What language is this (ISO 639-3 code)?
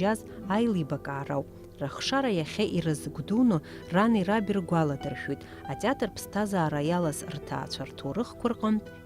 abk